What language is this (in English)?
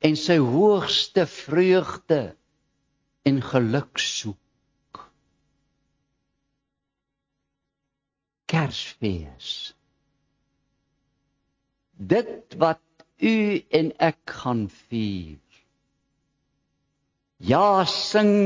Afrikaans